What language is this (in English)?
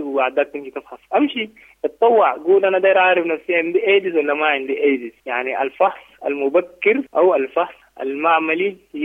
Sudanese Arabic